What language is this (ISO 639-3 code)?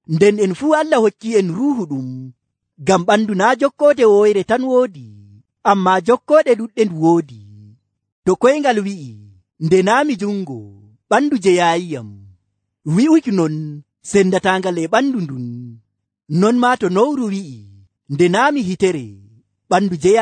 fuv